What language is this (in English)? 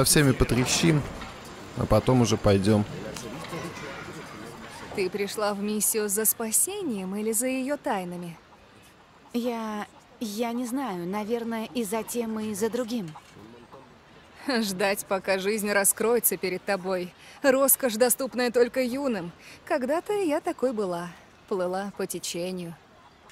Russian